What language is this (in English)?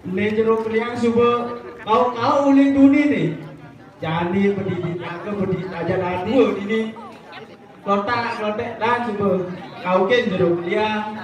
Balinese